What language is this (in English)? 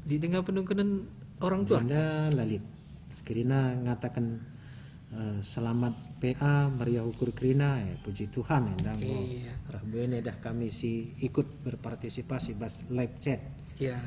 Batak Karo